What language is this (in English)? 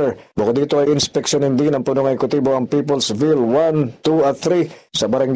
Filipino